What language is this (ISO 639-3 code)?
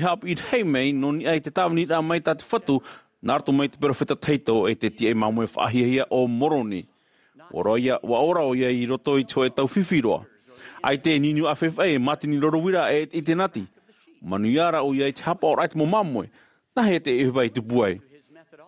tah